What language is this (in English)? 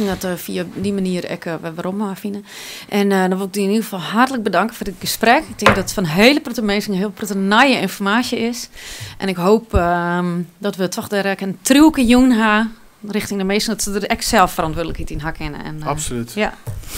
Western Frisian